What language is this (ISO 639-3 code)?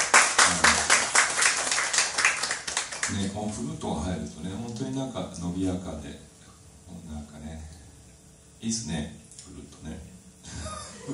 jpn